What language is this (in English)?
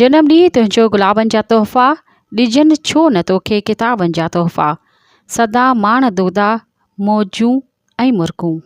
Sindhi